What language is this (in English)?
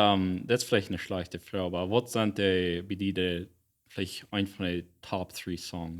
Plautdietsch